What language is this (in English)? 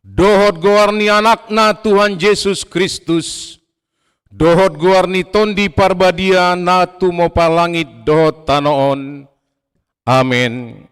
Batak Toba